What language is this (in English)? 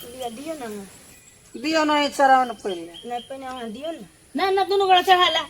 Maithili